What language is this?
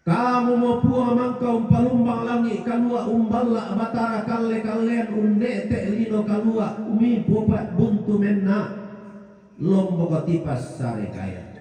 Toraja-Sa'dan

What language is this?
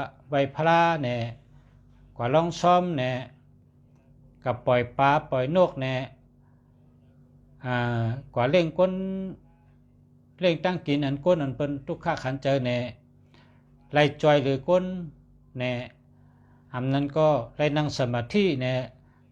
Shan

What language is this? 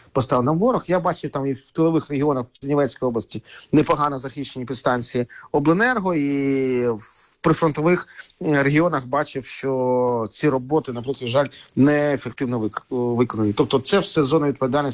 Ukrainian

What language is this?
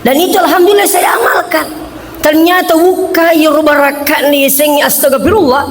Buginese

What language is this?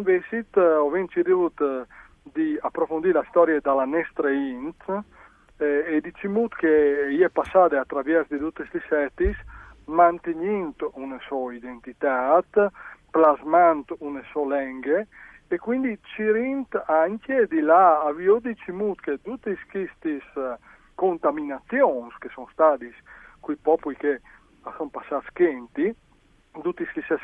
Friulian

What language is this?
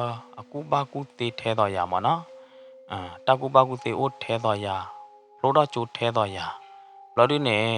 S'gaw Karen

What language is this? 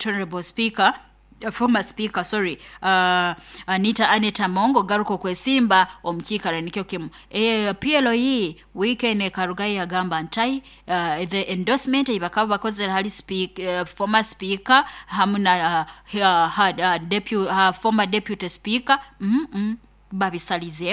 Nyoro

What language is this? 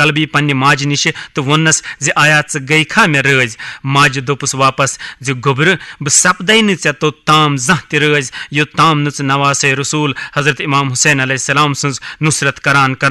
Kashmiri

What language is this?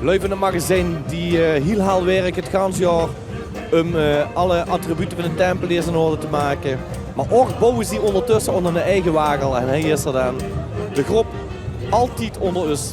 Limburgish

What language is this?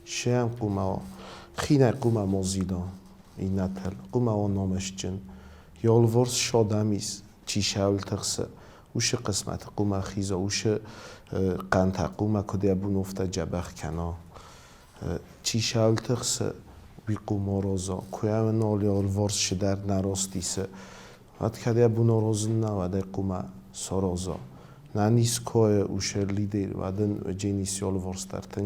Ossetic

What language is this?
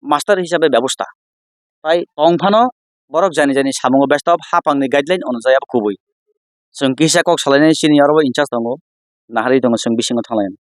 Kok Borok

